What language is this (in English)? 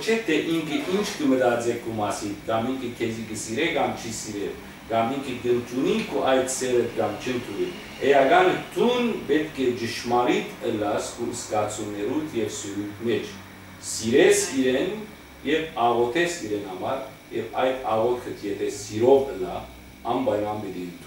Western Armenian